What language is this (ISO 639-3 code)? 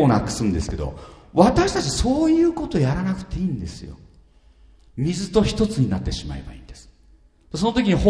jpn